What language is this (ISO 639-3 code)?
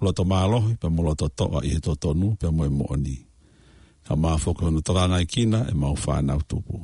ton